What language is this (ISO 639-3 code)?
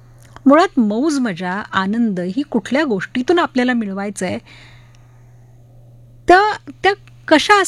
mar